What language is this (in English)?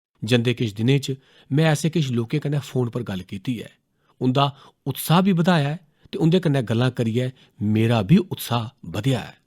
Dogri